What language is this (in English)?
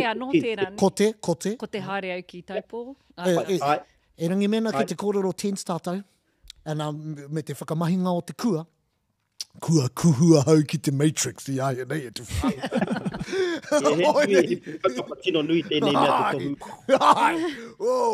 Māori